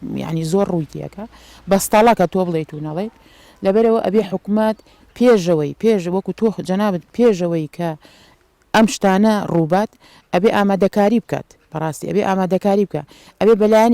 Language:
Central Kurdish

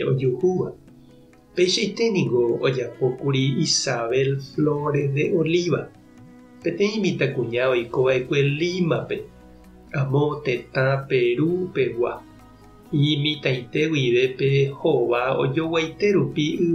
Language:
Guarani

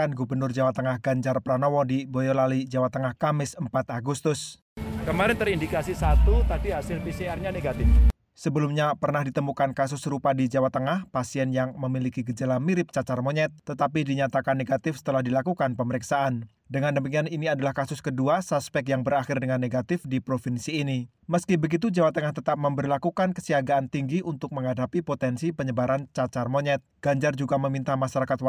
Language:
Indonesian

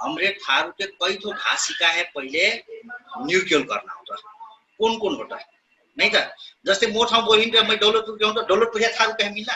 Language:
Dangaura Tharu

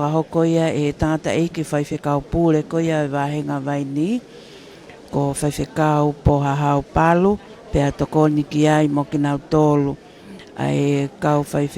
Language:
Tongan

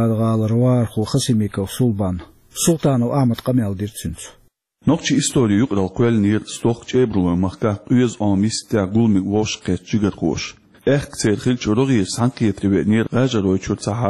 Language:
Chechen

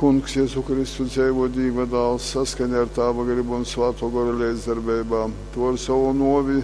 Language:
Latgalian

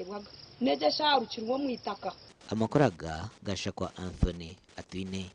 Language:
Nyankole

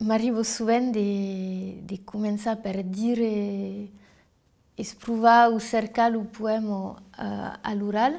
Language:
Occitan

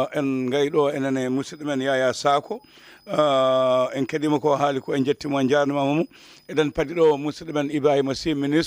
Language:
Fula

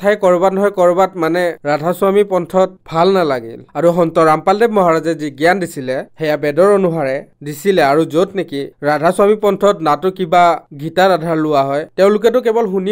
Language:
Assamese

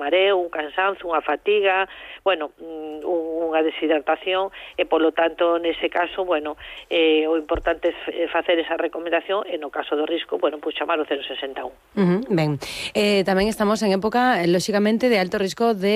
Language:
Galician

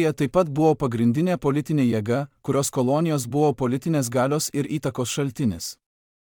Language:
Lithuanian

